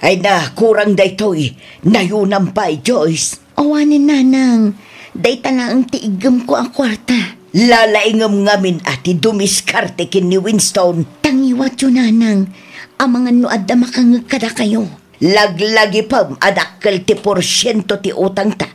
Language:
Iloko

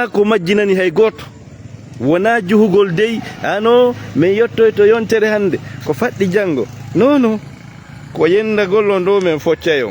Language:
Fula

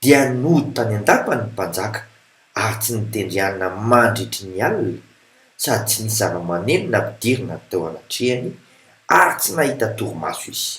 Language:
Malagasy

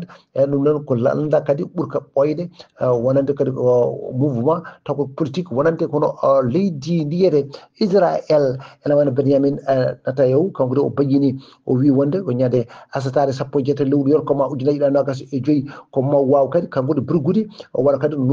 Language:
Fula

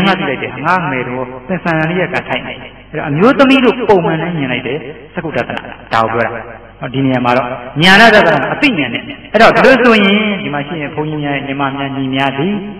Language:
Burmese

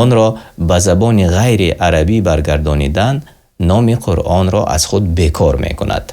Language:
Tajik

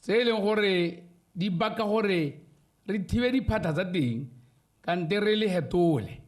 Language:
Tswana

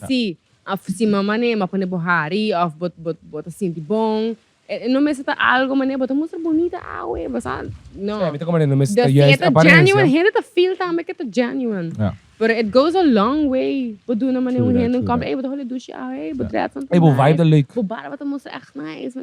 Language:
Papiamento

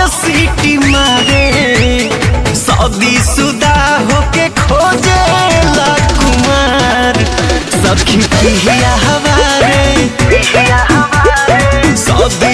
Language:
Bhojpuri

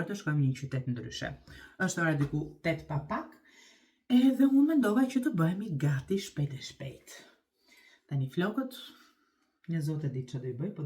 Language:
Albanian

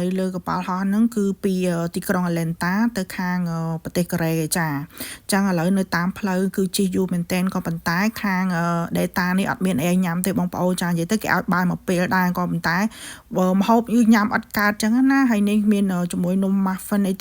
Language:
Khmer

